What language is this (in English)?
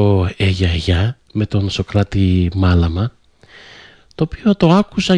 Greek